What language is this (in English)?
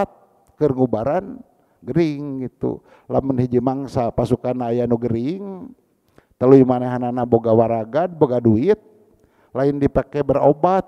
Sundanese